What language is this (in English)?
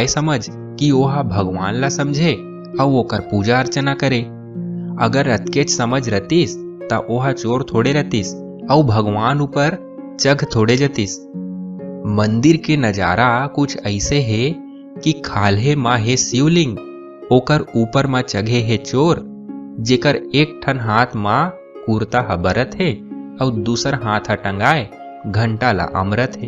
Chhattisgarhi